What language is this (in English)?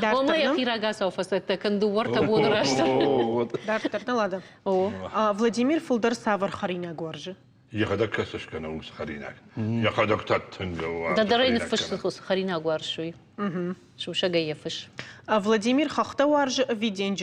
Ossetic